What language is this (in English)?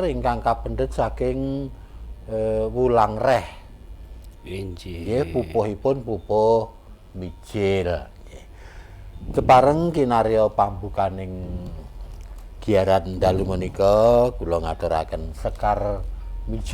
Javanese